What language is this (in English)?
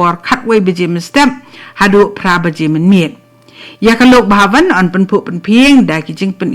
Khasi